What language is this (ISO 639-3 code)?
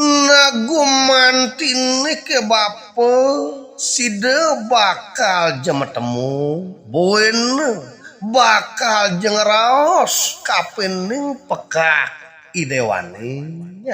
ban